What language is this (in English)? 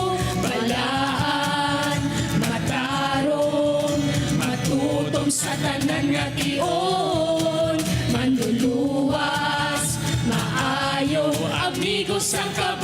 Hiligaynon